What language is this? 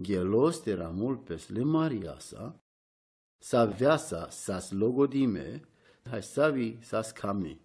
Romany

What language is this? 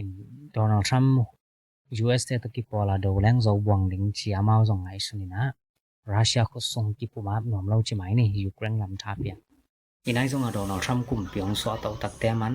Tedim Chin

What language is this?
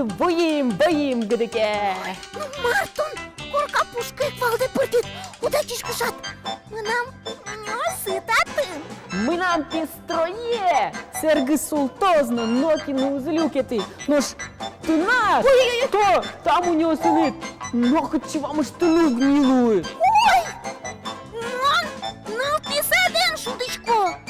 Udmurt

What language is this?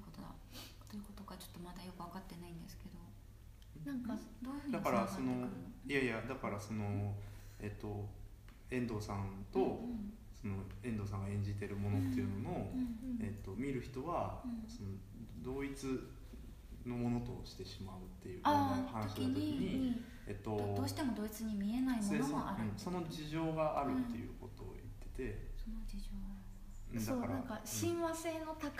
Japanese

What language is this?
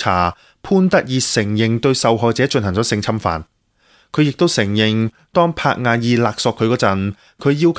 Cantonese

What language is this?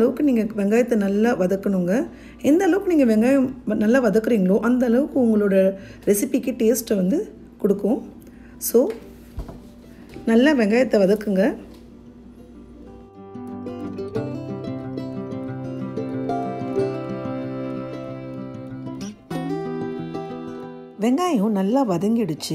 Tamil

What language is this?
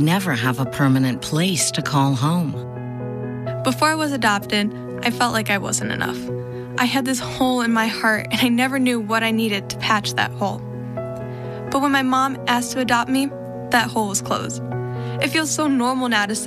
English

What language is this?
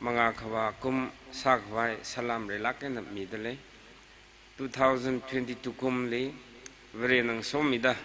Tangkhul Naga (India)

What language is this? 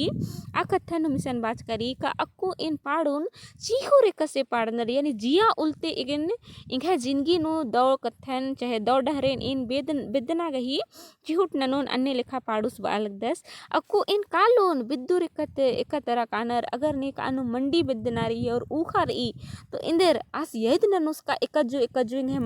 Kurukh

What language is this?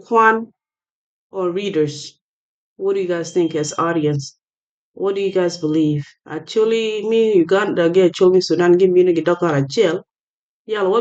Acoli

